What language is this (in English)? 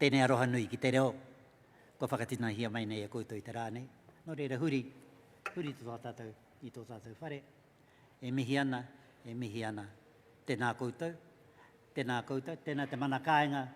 Māori